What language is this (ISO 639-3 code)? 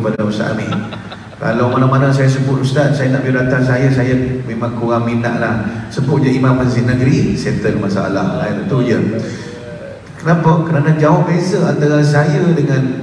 msa